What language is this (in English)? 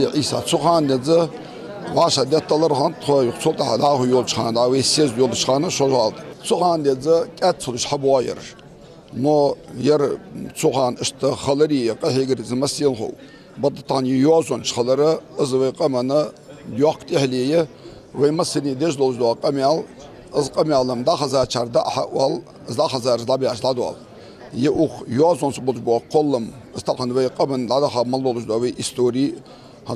Ingush